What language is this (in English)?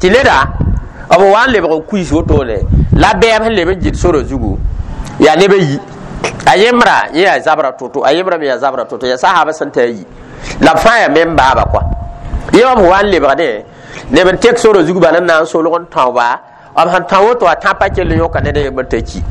Mossi